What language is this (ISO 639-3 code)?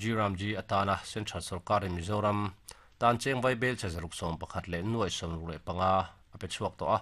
lus